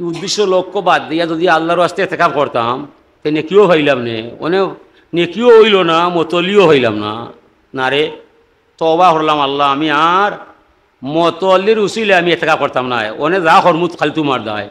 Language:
Sylheti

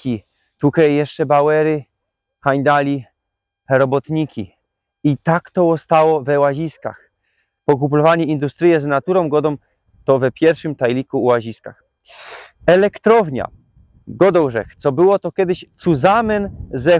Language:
Silesian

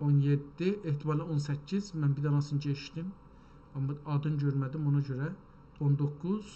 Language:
South Azerbaijani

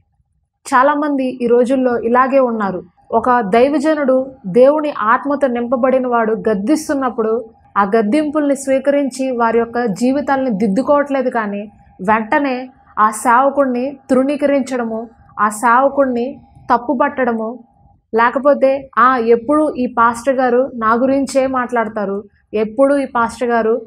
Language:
Telugu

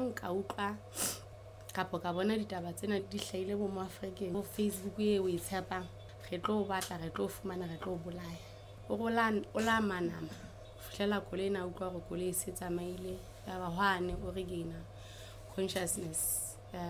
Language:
Southern Sotho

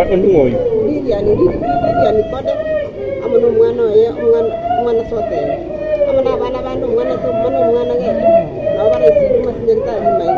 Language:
Gusii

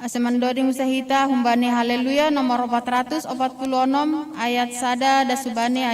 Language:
Batak Simalungun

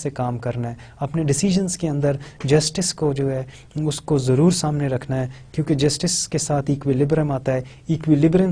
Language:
Urdu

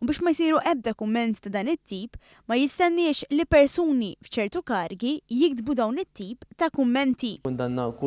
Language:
Maltese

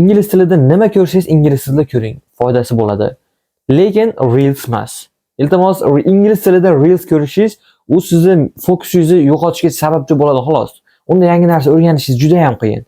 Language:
Uzbek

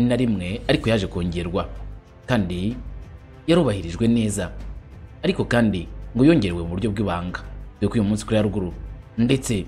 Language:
Kinyarwanda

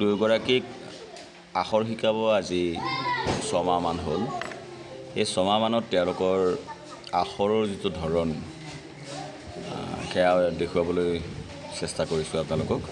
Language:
Assamese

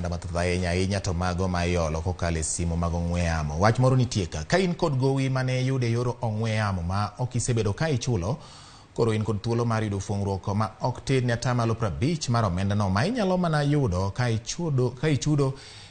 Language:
Luo (Kenya and Tanzania)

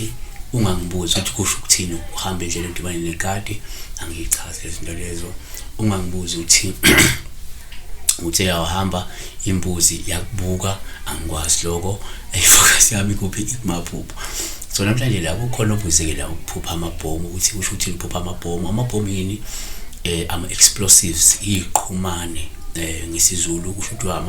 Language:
Zulu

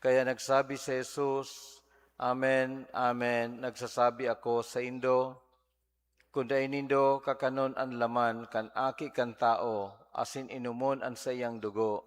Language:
Bikol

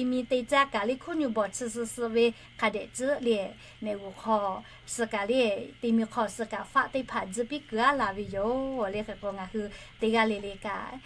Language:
Lahu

